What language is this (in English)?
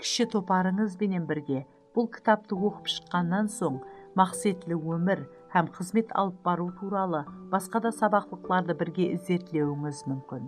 Kara-Kalpak